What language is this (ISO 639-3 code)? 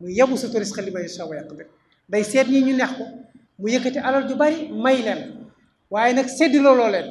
wol